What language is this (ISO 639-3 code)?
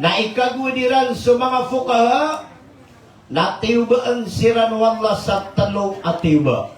mrw